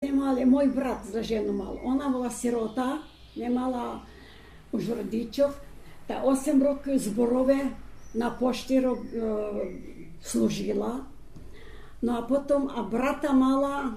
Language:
Rusyn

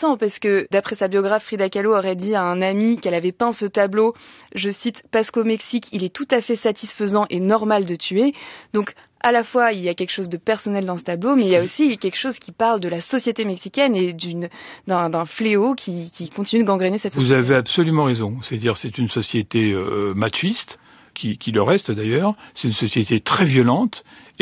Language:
French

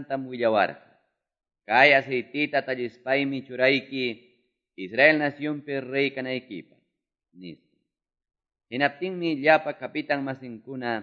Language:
Quechua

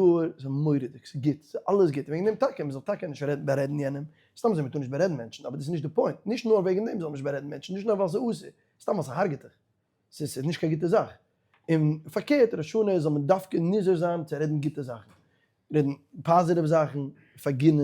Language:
Yiddish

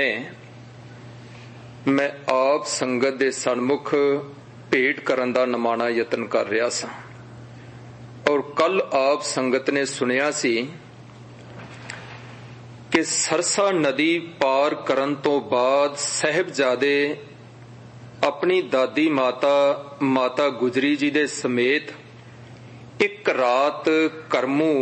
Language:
Punjabi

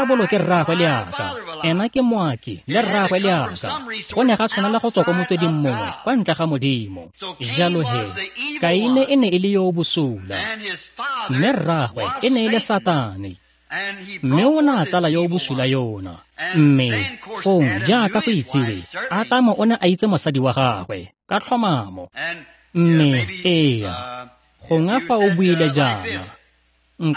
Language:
Tswana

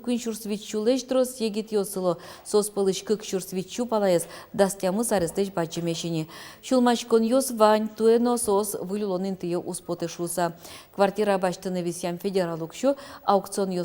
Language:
Udmurt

